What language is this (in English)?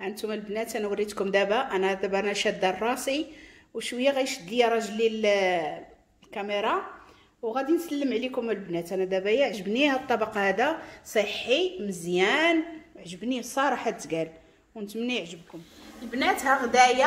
Moroccan Arabic